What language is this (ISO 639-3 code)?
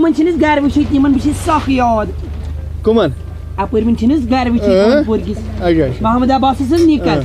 kas